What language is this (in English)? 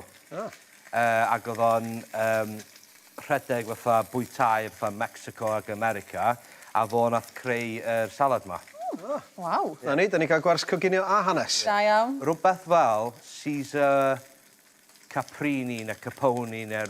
Welsh